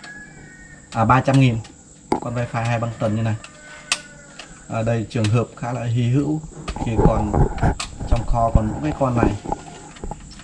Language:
Vietnamese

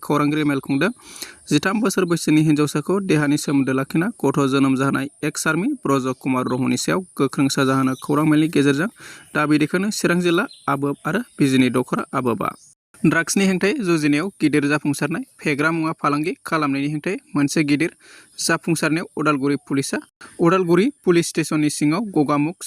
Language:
Bodo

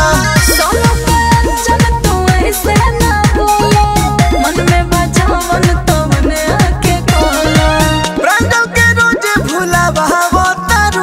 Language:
Bhojpuri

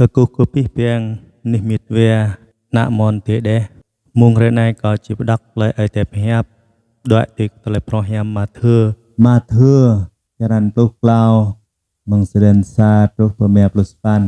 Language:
Jarai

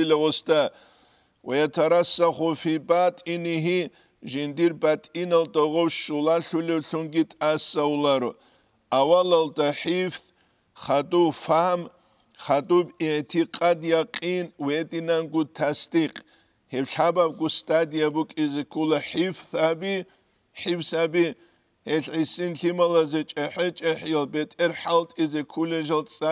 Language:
Avaric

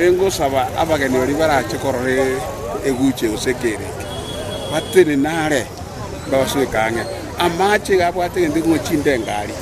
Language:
Gusii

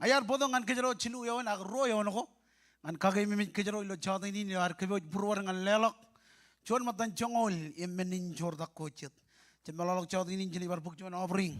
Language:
Marshallese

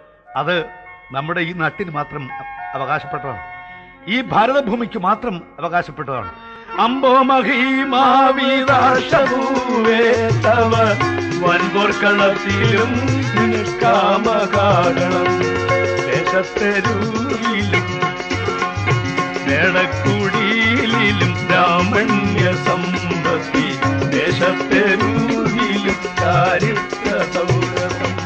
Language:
Malayalam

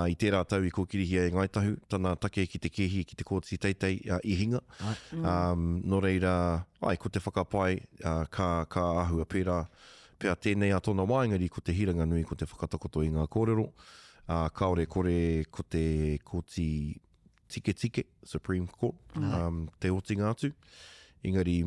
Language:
Māori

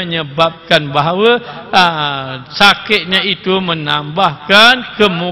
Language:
Malay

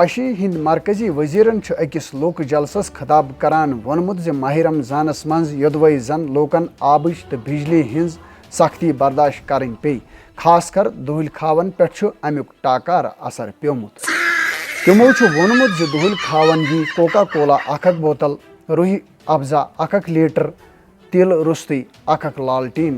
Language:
Kashmiri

